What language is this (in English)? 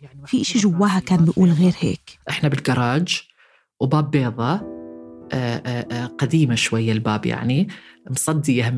North Levantine Arabic